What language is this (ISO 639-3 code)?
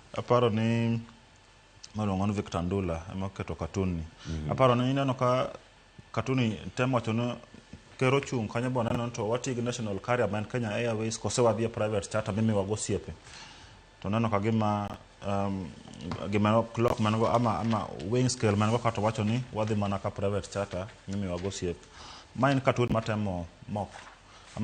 luo